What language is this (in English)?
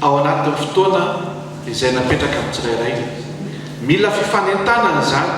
Malagasy